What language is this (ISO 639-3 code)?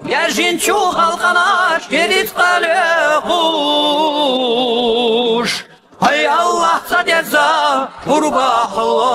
che